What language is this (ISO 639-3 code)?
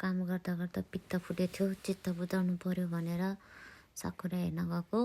nep